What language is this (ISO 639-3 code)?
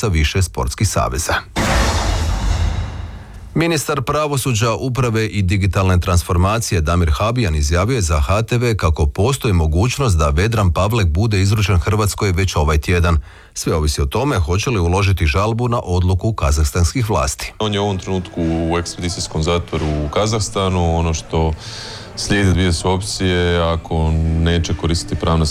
hrv